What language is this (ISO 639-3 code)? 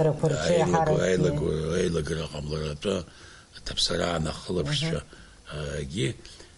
abk